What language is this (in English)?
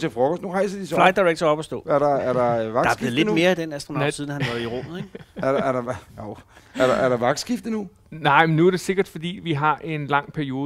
Danish